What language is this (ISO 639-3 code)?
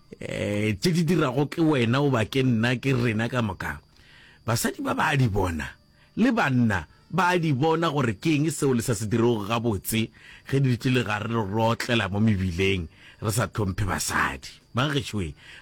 nso